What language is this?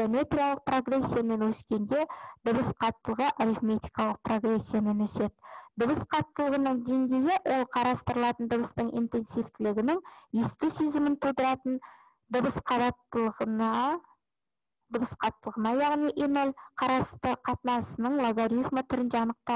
Kazakh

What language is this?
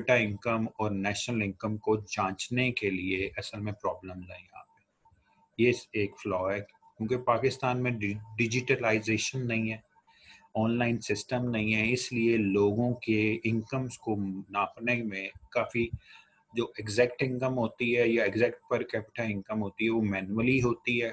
Urdu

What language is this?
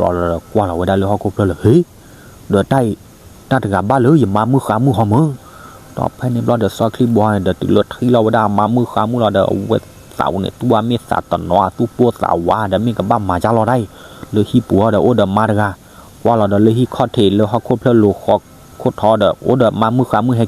S'gaw Karen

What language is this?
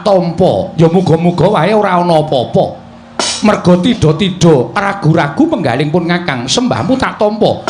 Javanese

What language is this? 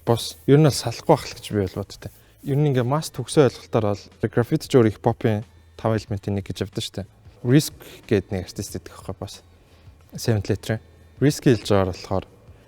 Mongolian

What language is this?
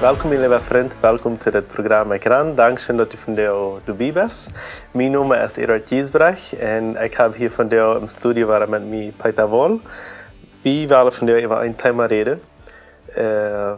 Plautdietsch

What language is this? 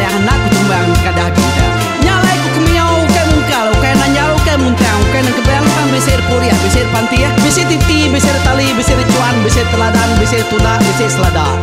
Iban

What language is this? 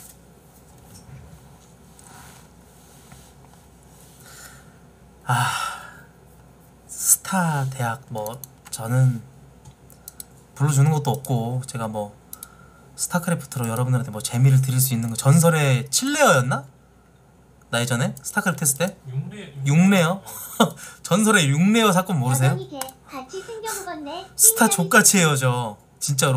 Korean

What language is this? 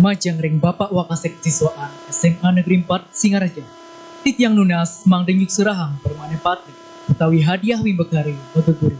Balinese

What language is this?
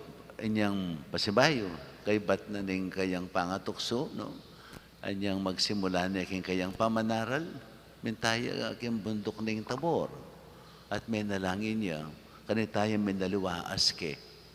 Pampanga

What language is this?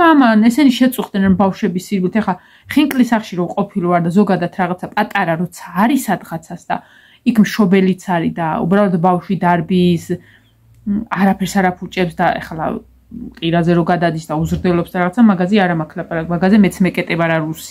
Georgian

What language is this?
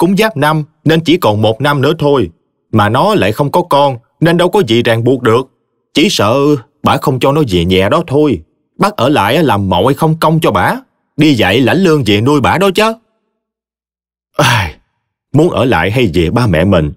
Vietnamese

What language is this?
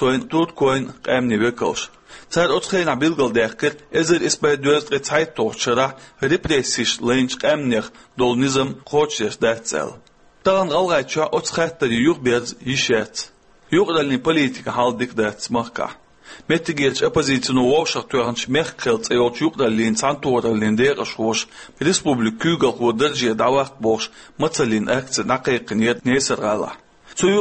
Chechen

